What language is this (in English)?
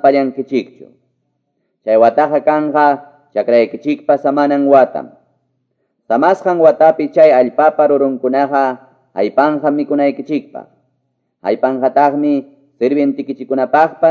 Quechua